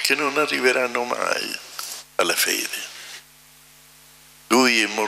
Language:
Italian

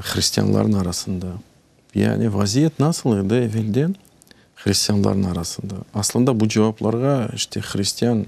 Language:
Crimean Tatar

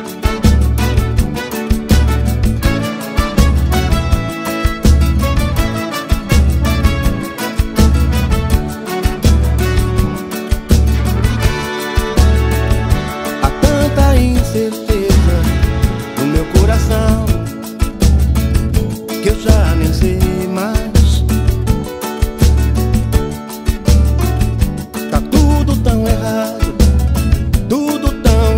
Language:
Portuguese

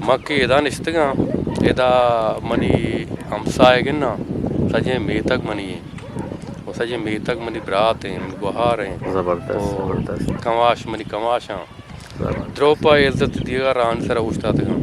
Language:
Eastern Balochi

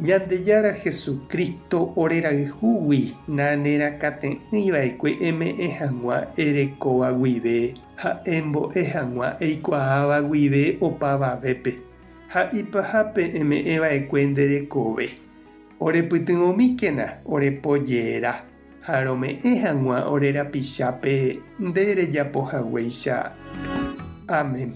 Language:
Guarani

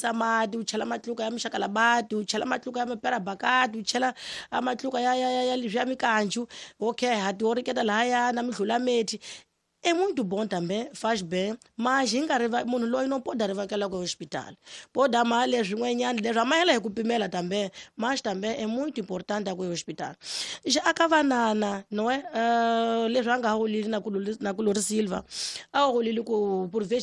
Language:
Tsonga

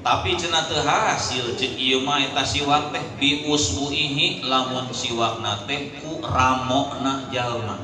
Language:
Sundanese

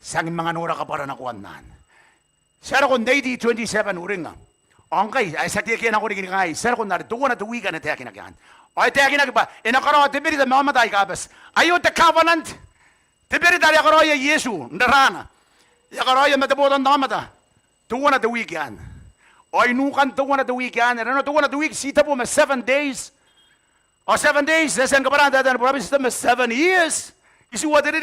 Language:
Gilbertese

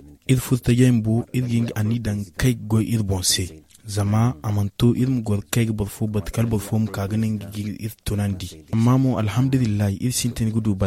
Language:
Zarma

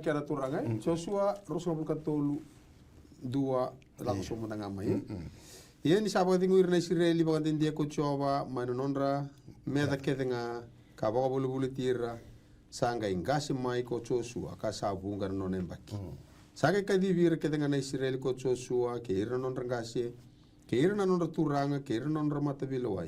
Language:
Fijian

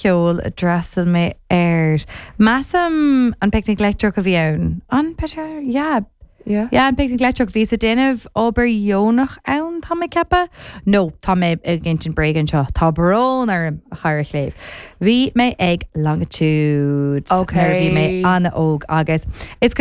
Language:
Irish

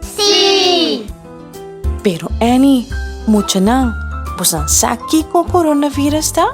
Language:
Papiamento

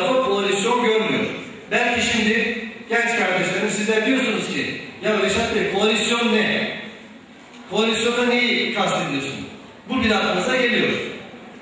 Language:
Turkish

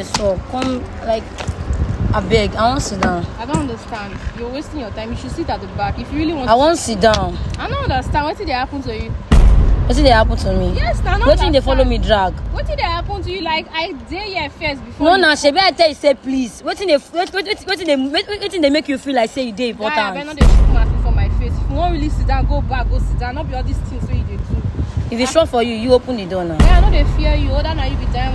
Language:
Nigerian Pidgin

